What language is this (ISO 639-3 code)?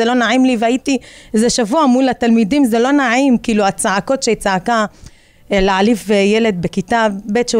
heb